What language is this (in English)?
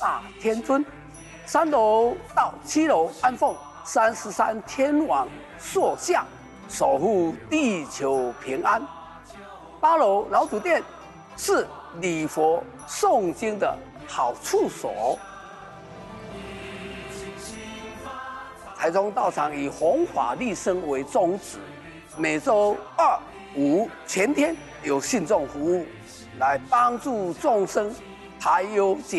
Chinese